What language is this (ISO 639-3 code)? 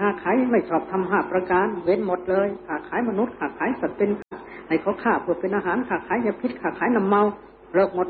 tha